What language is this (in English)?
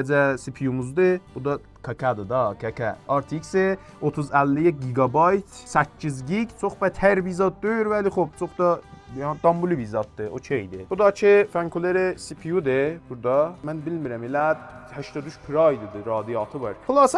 South Azerbaijani